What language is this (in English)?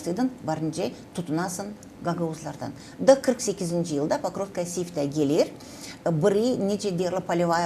Gagauz